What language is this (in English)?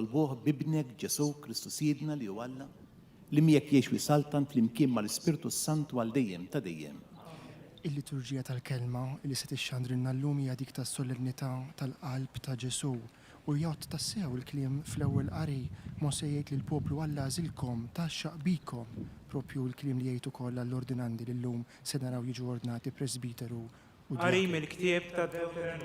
Maltese